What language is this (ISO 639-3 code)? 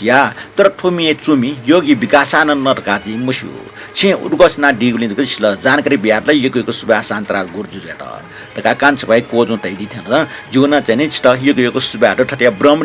new